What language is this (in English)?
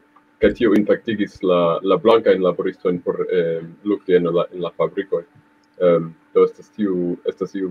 Esperanto